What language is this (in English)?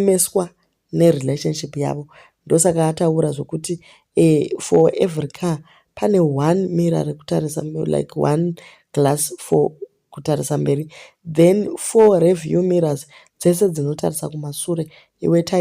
Shona